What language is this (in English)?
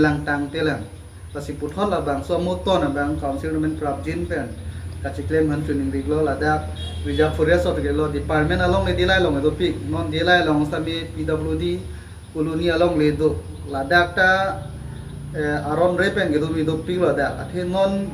Karbi